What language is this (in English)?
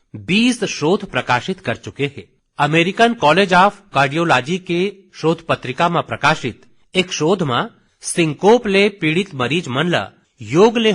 Chhattisgarhi